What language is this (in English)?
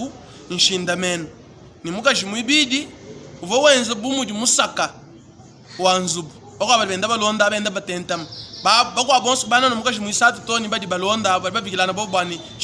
Luba-Lulua